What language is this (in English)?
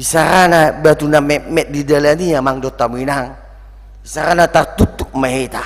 Batak Toba